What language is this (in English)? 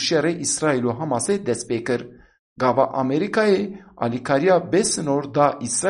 Kurdish